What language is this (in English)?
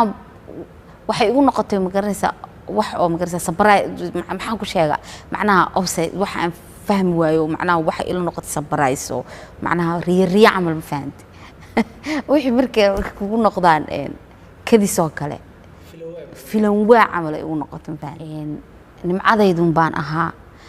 Somali